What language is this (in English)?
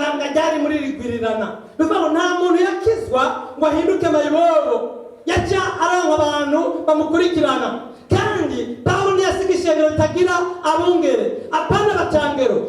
Rundi